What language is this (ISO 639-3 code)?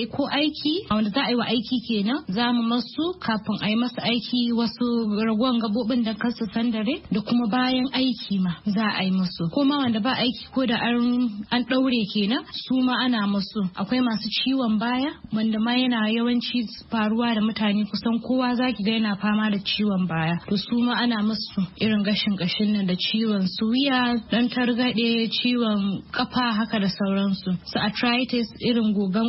hau